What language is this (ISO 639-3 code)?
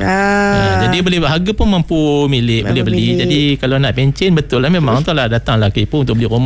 msa